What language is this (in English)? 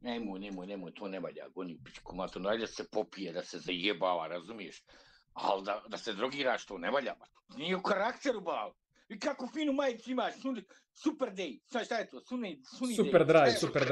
Bosnian